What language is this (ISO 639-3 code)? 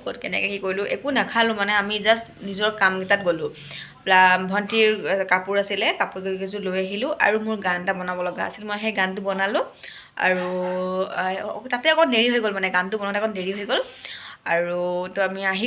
asm